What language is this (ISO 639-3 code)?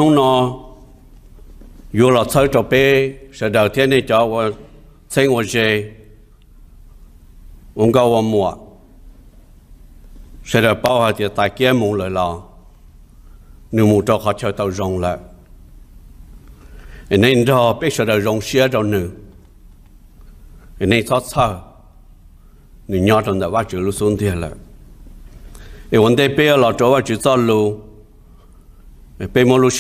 vie